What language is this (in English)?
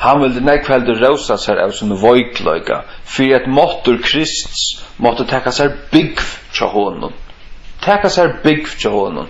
Faroese